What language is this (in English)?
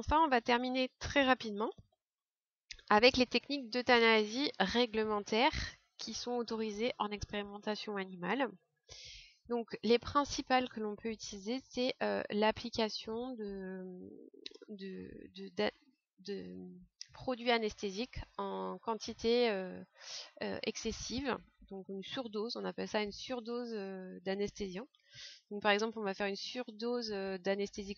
French